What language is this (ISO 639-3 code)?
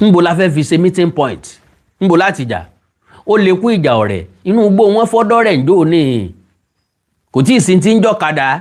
yor